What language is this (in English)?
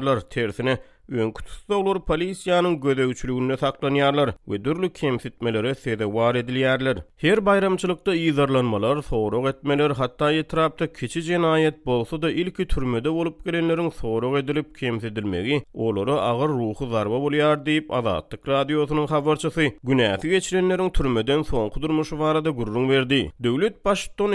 Turkmen